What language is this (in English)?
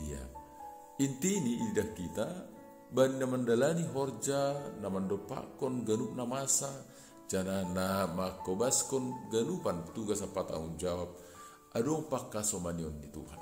Batak Simalungun